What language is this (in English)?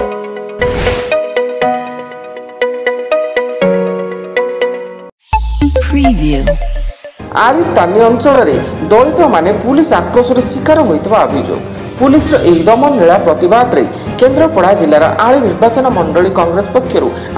Odia